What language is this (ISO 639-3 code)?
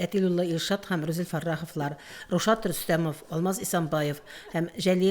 tat